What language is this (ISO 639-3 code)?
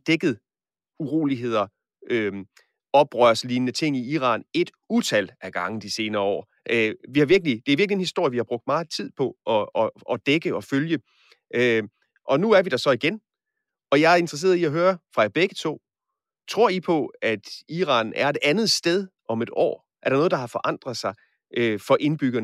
dan